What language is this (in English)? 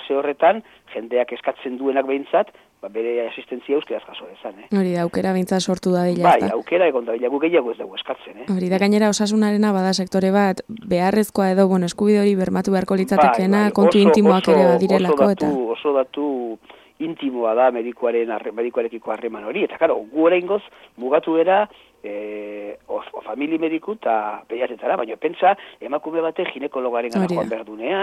Basque